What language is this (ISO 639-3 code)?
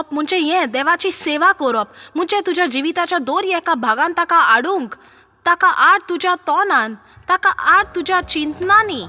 kok